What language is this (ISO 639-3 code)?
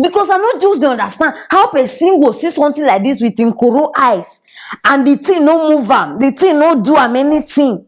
pcm